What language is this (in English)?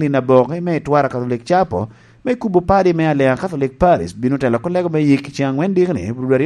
Lango (Uganda)